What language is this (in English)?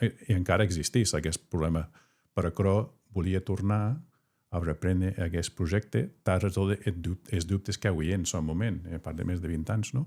Occitan